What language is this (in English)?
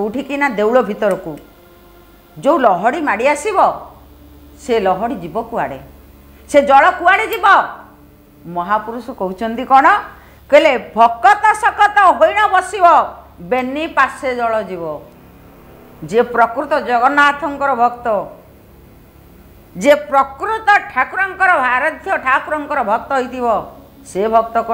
Odia